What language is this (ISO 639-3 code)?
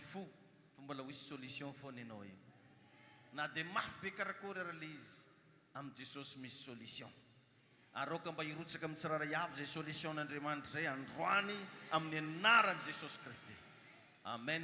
mlg